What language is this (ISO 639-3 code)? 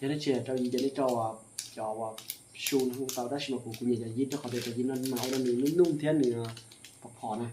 hmn